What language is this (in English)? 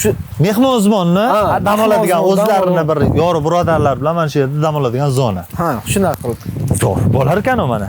Uzbek